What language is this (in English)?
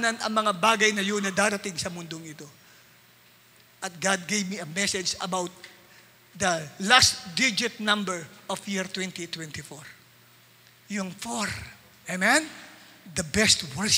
Filipino